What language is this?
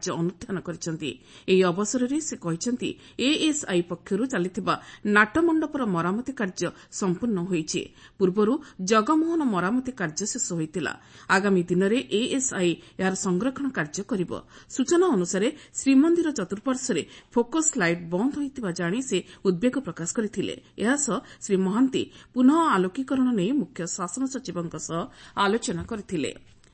Odia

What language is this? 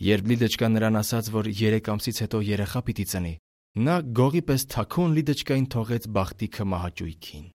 Armenian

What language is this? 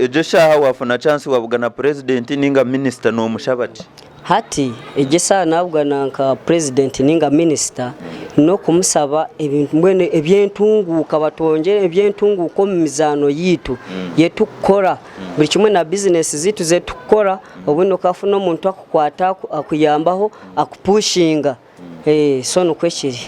Nyankole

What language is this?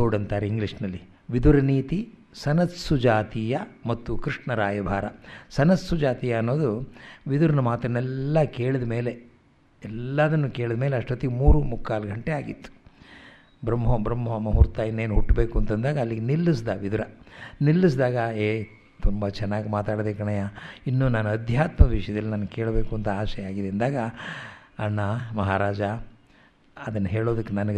Kannada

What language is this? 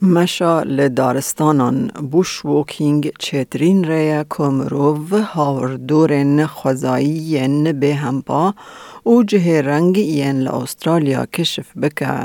Kurdish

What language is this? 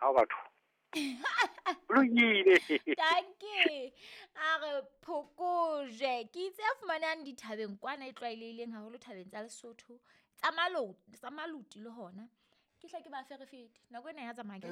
Southern Sotho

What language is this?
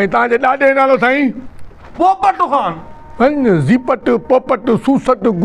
Sindhi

